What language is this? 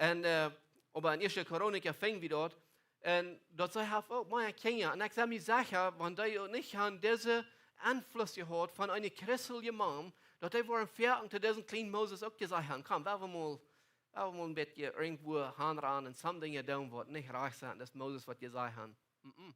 Plautdietsch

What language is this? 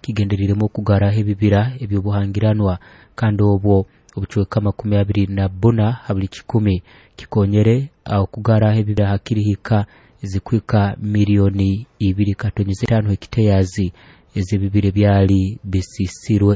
Nyoro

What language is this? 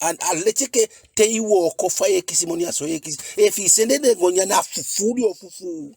Eastern Maroon Creole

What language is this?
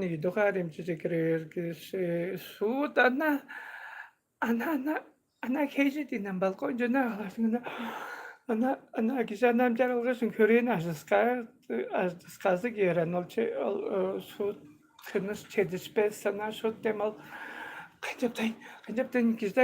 Tuvinian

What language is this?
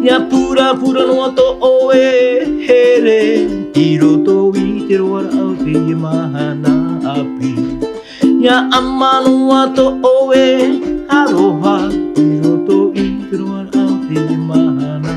Tahitian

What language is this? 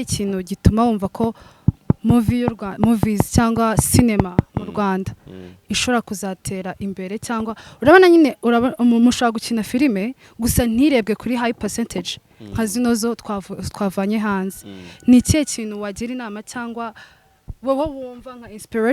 Kinyarwanda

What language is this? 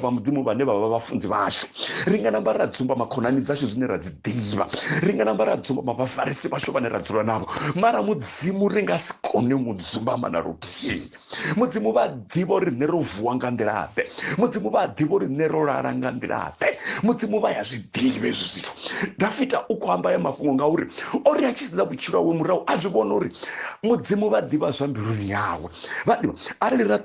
Venda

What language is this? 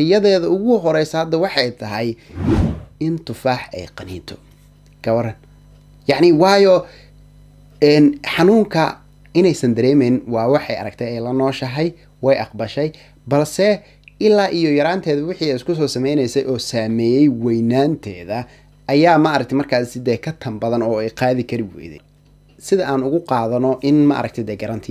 Somali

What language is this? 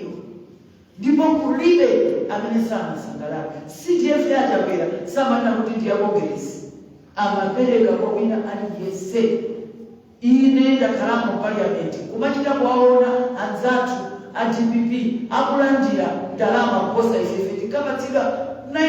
Nyanja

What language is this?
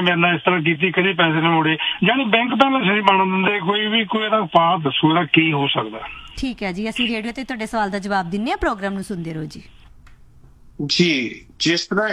Punjabi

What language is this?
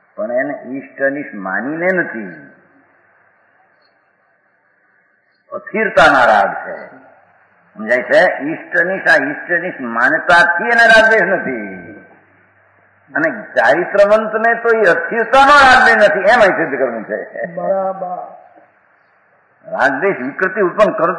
Gujarati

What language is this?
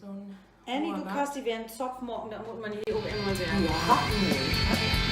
Low German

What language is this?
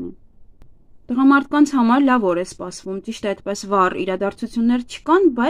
Armenian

